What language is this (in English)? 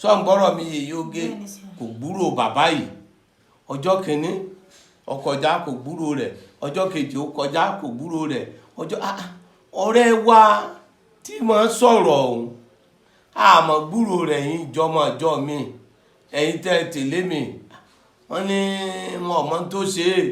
Yoruba